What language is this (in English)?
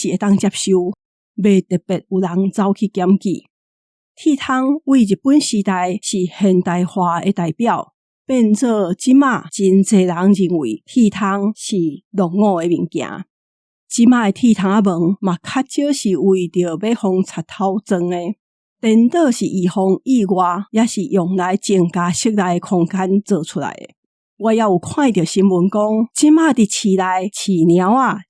Min Nan Chinese